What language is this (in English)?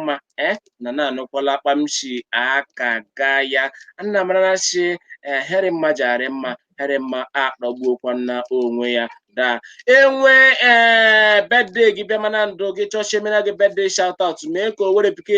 Igbo